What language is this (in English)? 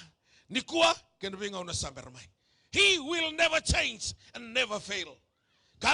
Fijian